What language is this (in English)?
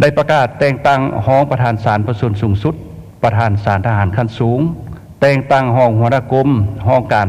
Lao